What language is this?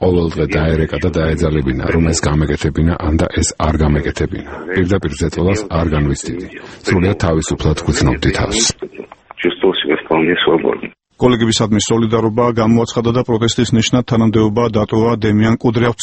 Georgian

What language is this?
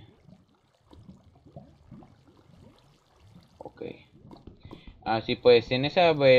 Spanish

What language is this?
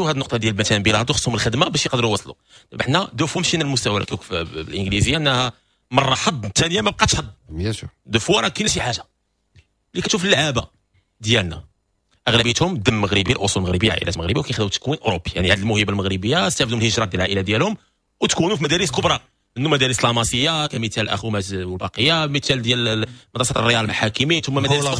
Moroccan Arabic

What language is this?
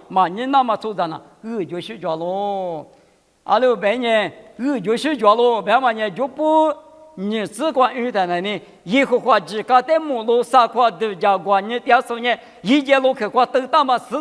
Lisu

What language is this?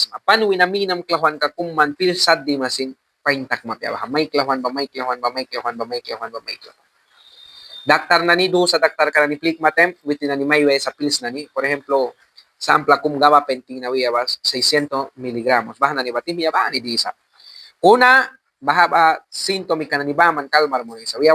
Mískito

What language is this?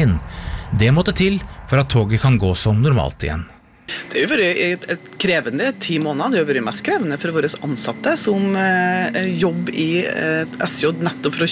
Norwegian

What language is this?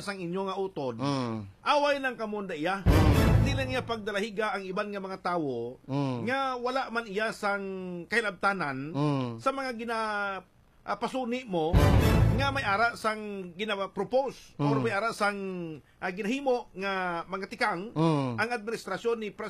Hiligaynon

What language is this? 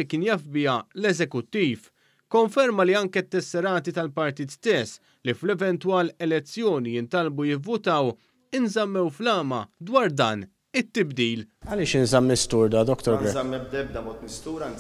Maltese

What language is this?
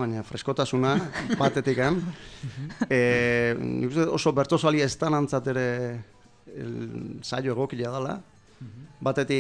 Basque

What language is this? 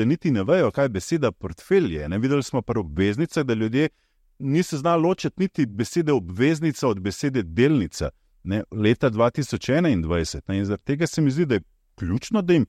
Slovenian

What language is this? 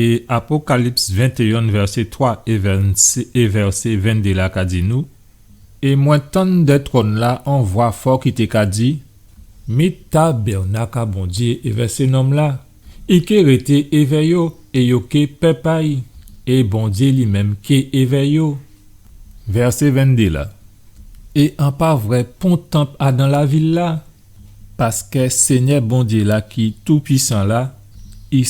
Guadeloupean Creole French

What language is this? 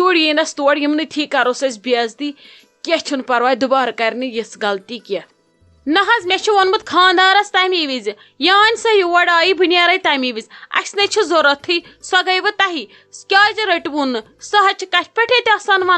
Kashmiri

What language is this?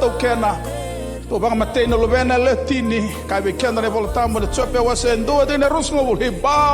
Fijian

